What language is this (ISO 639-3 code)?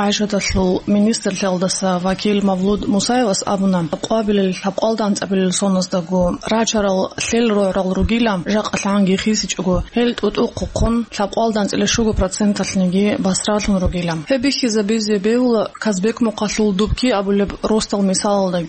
ava